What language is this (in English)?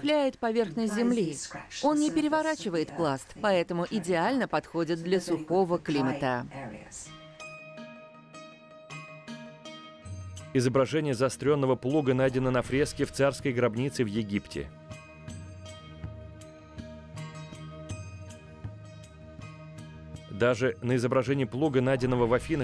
Russian